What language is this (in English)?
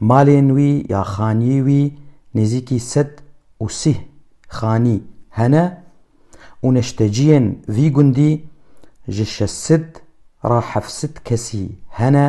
Kurdish